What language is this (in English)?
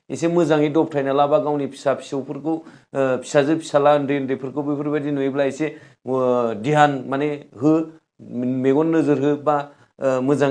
Bodo